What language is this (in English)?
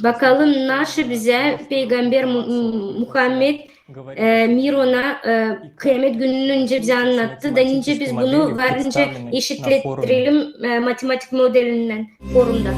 Gagauz